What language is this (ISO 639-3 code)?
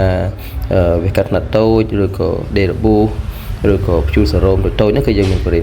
khm